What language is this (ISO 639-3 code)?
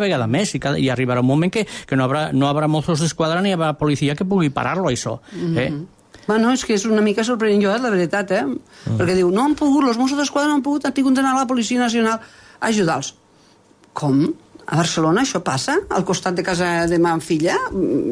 cat